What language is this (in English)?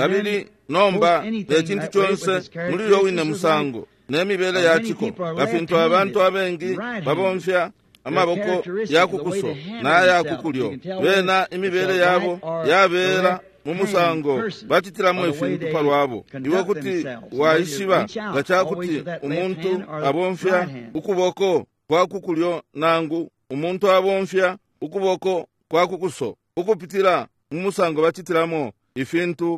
Bemba